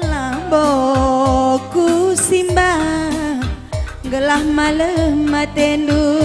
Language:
Batak Karo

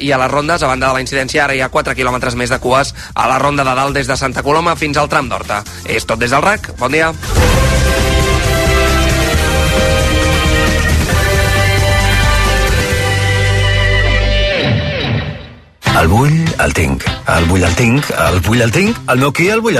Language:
Catalan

